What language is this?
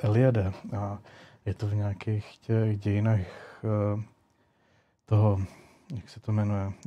Czech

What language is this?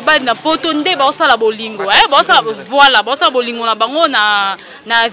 Lingala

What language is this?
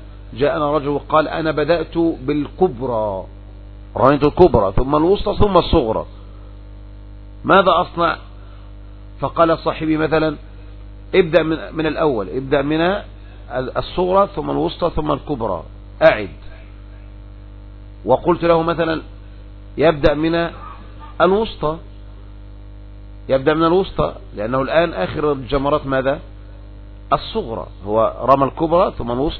Arabic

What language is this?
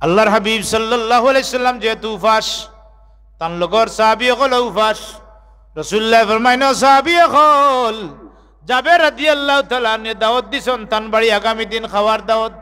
Sylheti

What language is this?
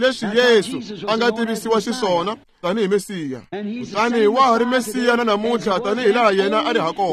Tsonga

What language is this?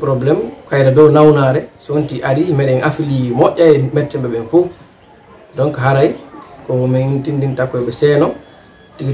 Pular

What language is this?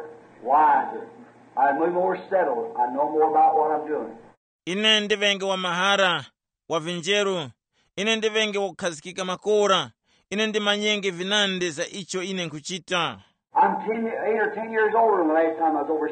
Tumbuka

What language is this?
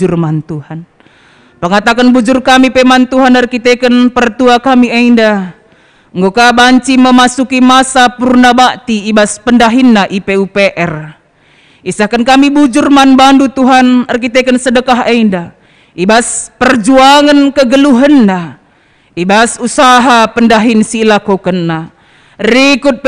Batak Karo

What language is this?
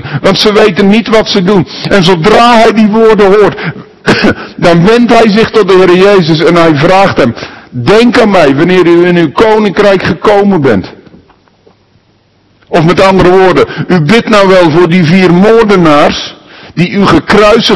Dutch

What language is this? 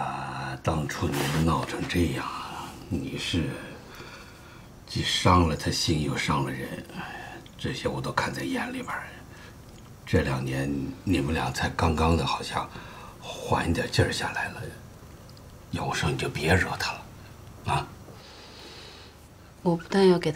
Chinese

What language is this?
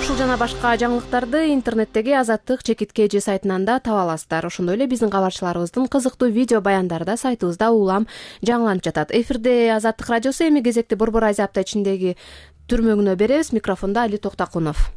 Kyrgyz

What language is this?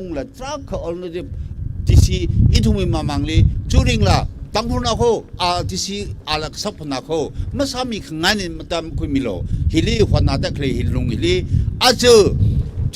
Tangkhul Naga (India)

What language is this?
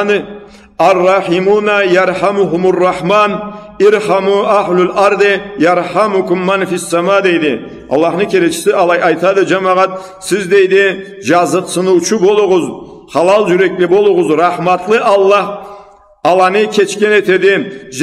Karachay-Balkar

